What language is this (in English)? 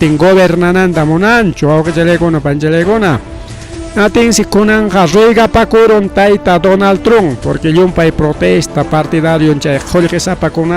Ayacucho Quechua